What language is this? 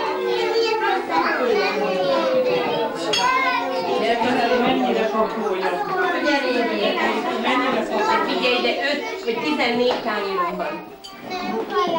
Hungarian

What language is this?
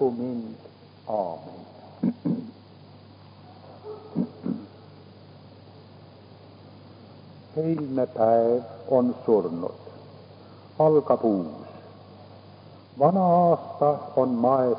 Estonian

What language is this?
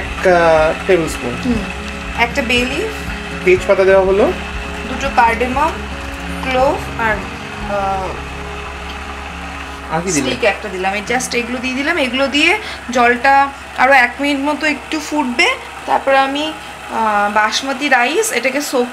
Bangla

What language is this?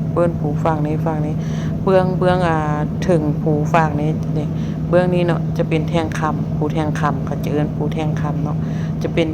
Lao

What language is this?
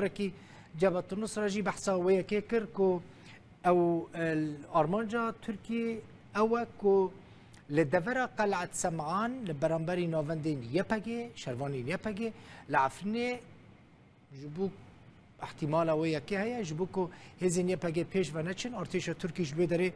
Kurdish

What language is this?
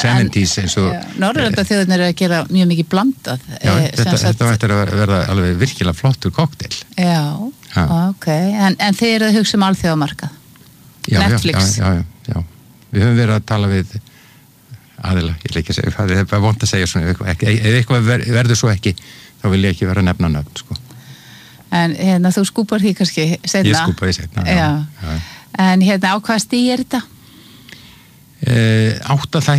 Icelandic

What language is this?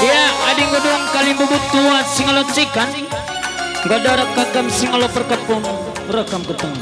Batak Karo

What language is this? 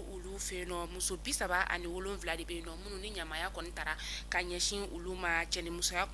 Bambara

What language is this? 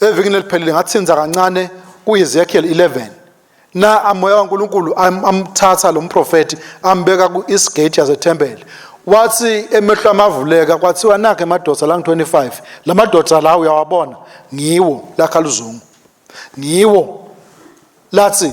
Swati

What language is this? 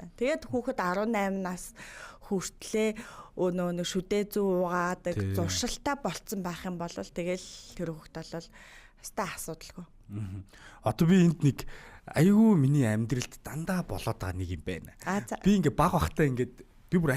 Mongolian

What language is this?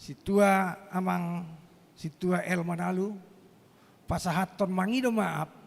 Batak Toba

